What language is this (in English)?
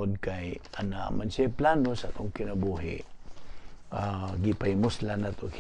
Cebuano